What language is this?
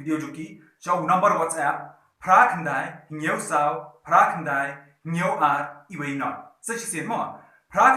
Khasi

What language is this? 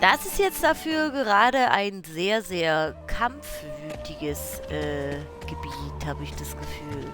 Swiss German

